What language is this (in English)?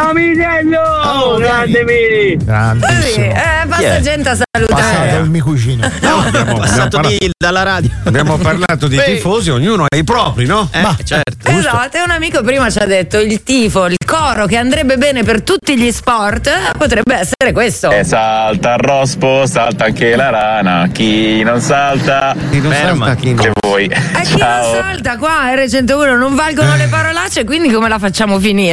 Italian